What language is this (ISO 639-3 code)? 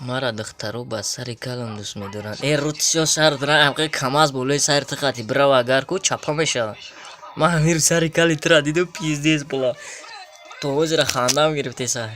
tgk